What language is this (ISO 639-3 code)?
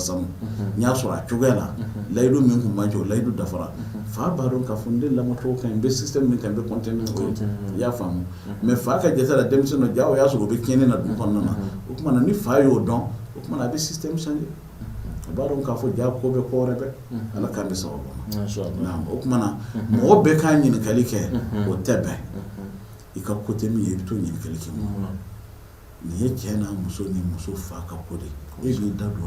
bam